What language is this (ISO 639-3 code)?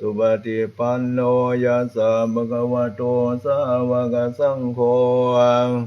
pli